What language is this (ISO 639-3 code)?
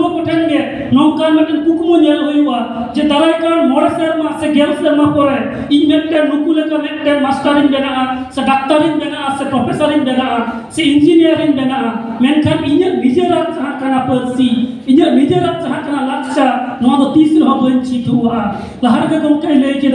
sat